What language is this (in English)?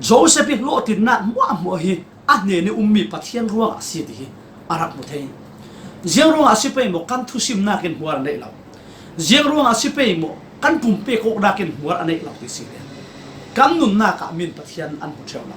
Falam Chin